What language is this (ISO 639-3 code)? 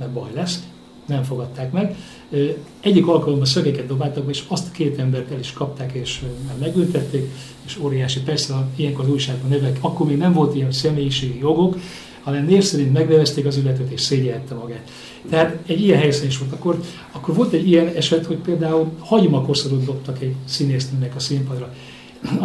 hun